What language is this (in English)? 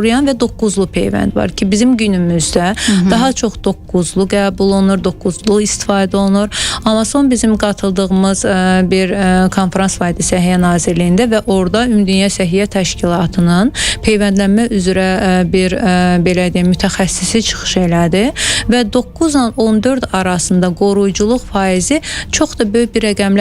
Azerbaijani